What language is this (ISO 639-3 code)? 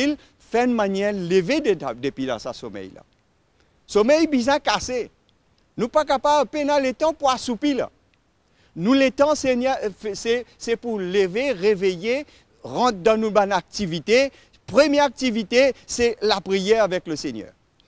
mfe